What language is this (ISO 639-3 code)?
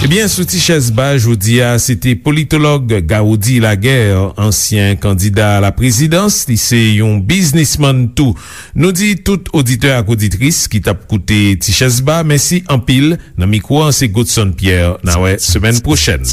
hat